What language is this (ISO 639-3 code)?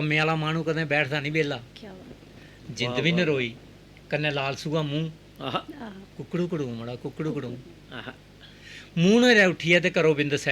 doi